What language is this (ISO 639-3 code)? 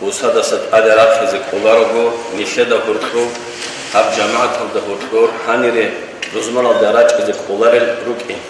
ava